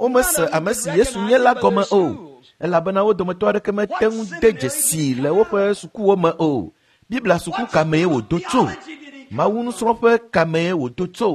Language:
Ewe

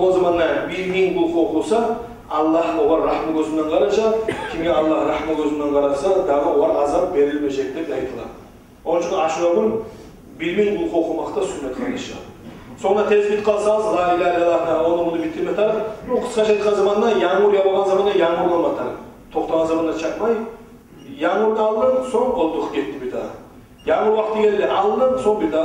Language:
Kumyk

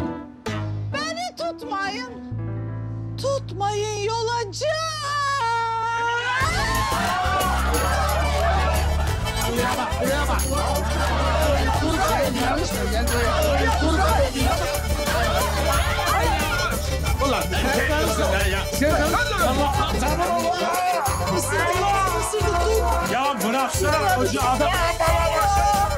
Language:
Turkish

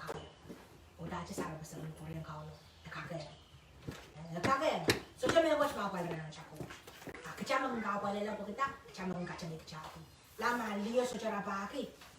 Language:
Pohnpeian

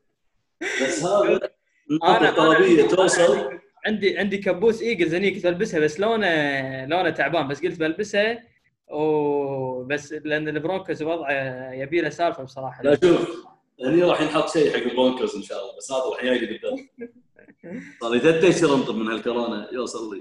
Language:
Gulf Arabic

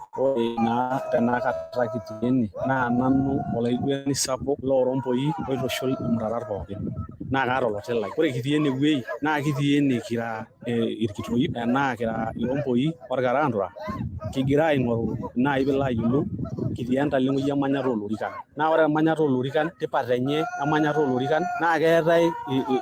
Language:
Masai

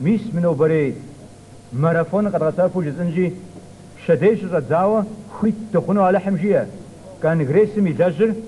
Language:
Kabardian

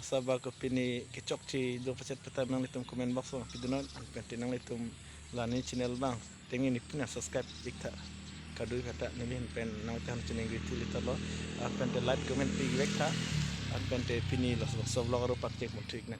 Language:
Karbi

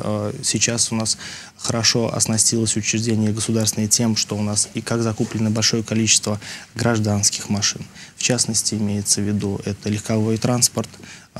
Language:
Russian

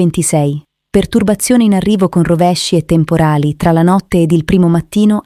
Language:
Italian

